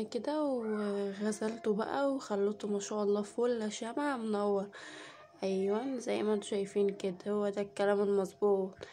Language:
Egyptian Arabic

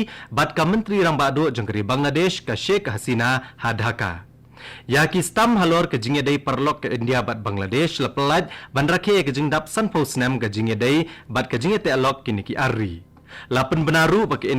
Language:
Khasi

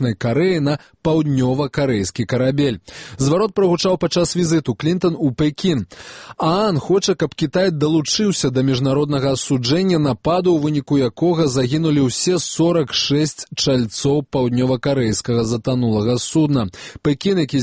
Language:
Belarusian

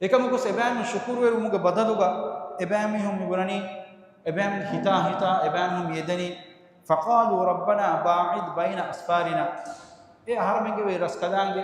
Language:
Divehi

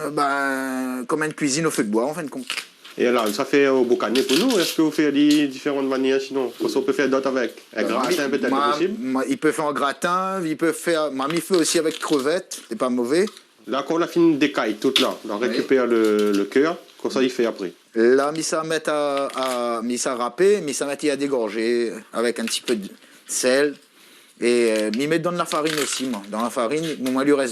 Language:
Réunion Creole French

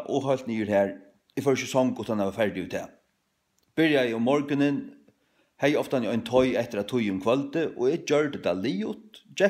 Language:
Faroese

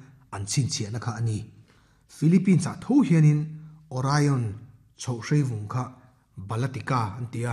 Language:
Mizo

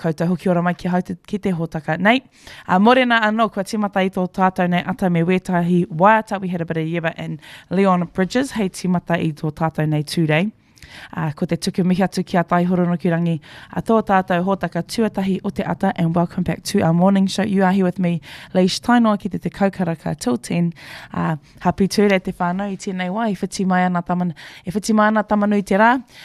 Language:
Māori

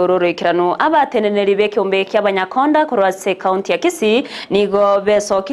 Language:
Gusii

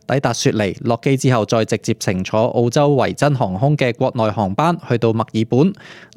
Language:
Cantonese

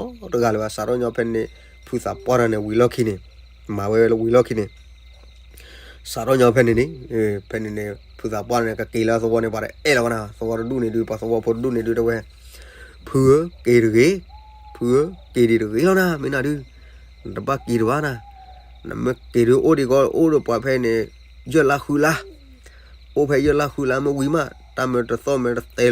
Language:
S'gaw Karen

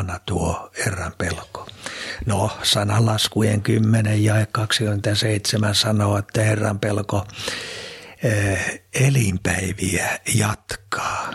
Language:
Finnish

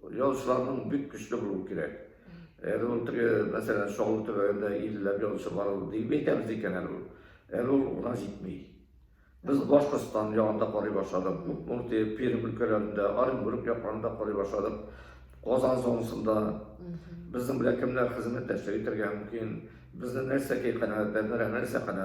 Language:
Tatar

